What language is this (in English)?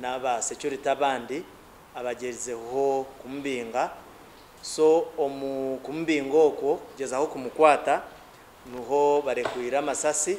Nyankole